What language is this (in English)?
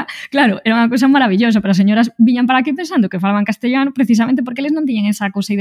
Galician